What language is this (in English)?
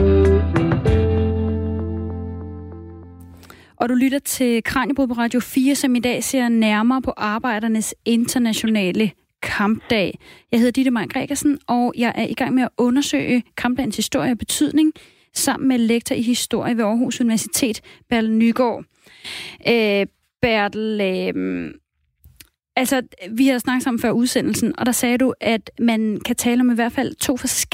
Danish